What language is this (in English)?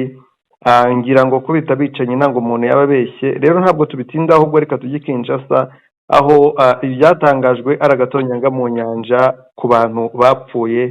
Kinyarwanda